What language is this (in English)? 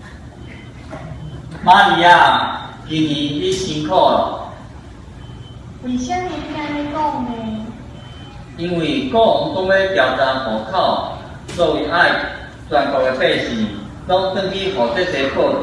Min Nan Chinese